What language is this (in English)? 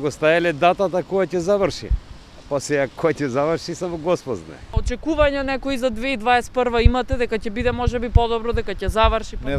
Macedonian